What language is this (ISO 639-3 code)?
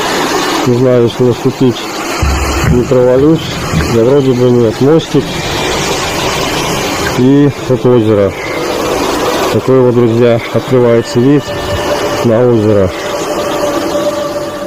rus